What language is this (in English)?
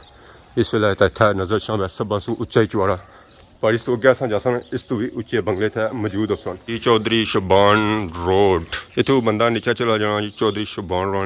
Pahari-Potwari